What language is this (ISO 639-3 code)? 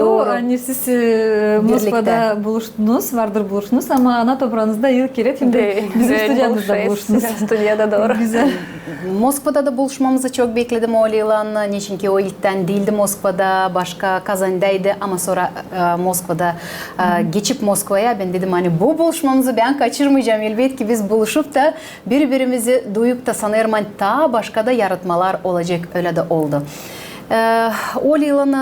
gag